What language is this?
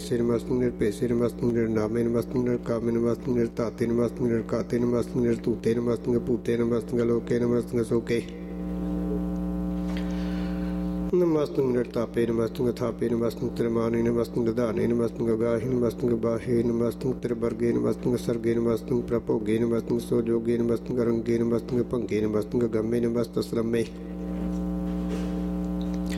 Punjabi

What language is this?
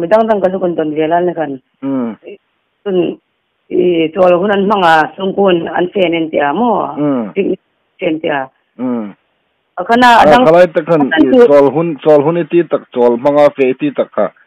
Hmar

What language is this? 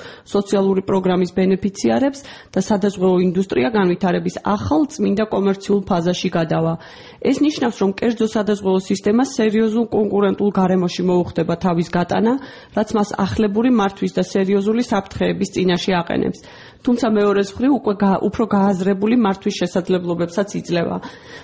Georgian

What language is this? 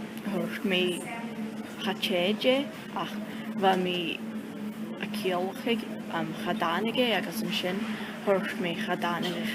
Scottish Gaelic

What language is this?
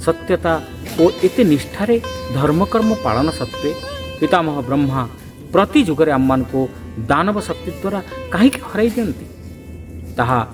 Odia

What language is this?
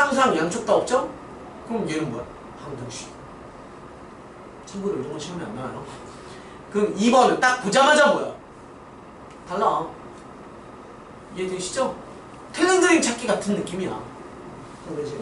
Korean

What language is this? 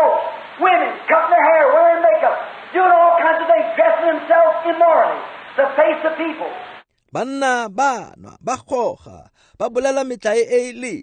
Tswana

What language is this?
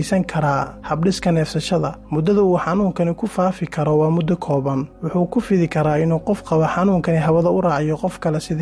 Somali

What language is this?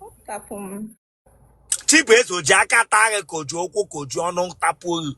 Igbo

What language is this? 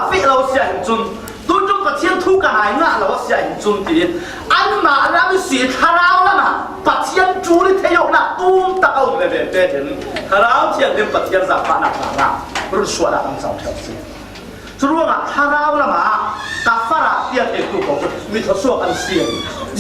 Falam Chin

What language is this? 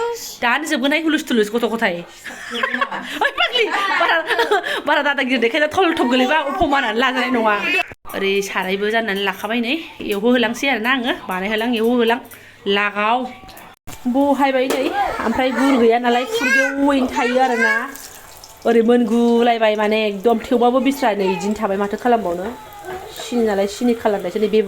Bodo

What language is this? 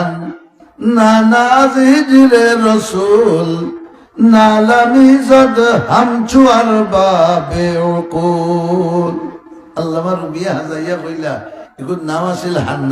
Sylheti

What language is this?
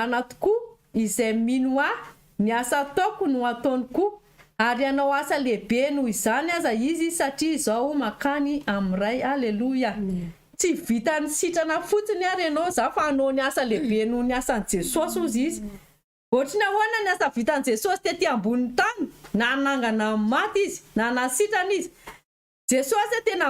Malagasy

